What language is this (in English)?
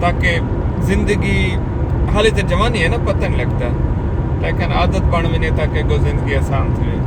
Saraiki